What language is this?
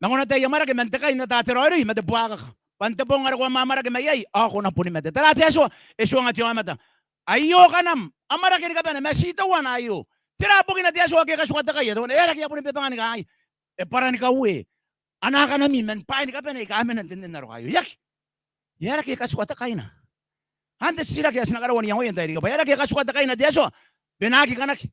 Gilbertese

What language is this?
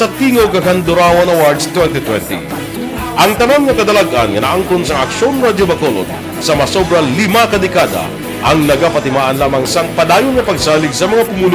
Hiligaynon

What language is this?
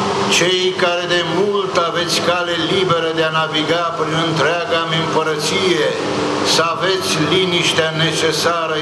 Romanian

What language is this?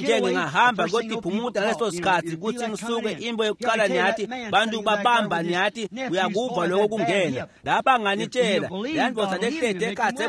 Swati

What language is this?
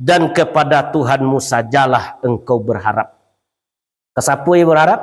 Minangkabau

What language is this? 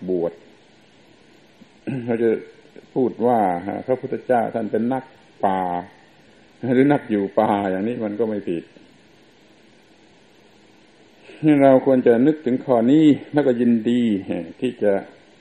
Thai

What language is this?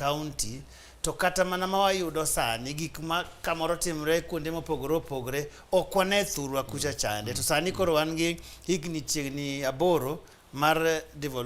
Luo (Kenya and Tanzania)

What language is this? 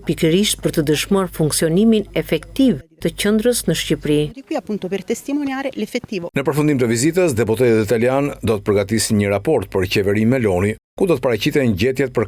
Albanian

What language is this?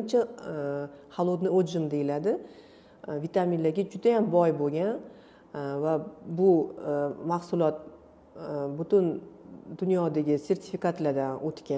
Uzbek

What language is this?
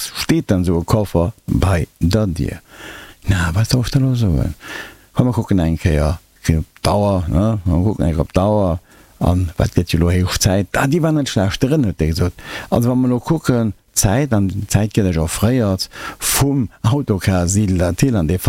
Luxembourgish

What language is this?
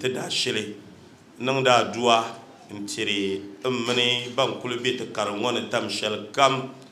Dagbani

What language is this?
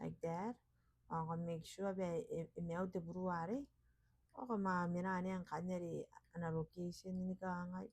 Gilbertese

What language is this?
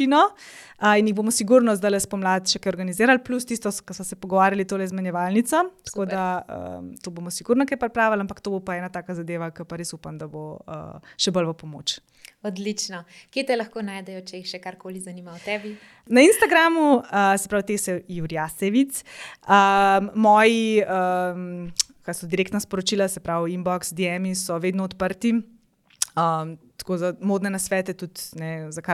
Slovenian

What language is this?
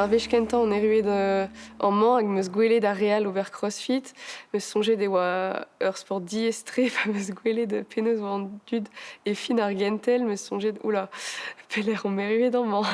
Breton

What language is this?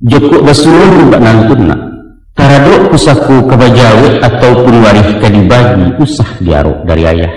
Minangkabau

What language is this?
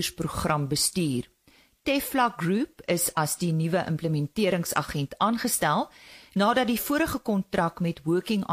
Afrikaans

